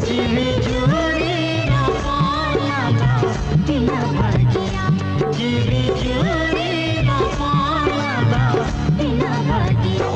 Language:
Santali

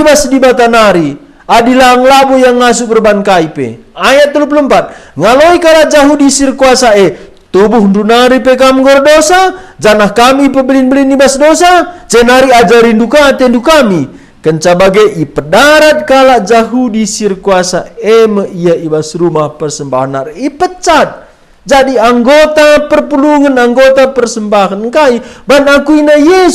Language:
Batak Karo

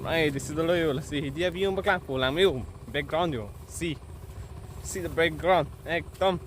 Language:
Karbi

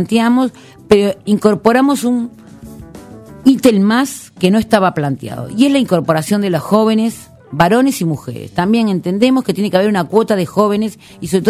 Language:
Spanish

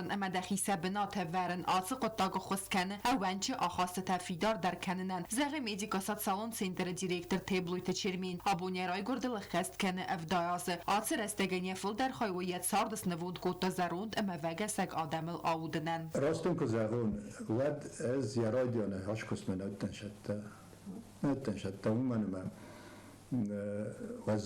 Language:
Ossetic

